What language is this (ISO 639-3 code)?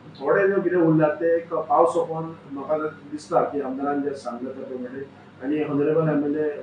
kok